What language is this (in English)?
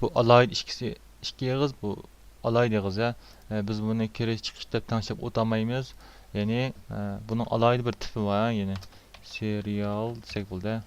Uyghur